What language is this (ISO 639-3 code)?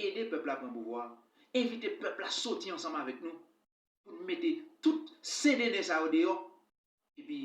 hat